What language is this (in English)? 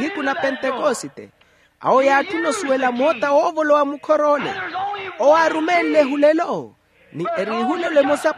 Makhuwa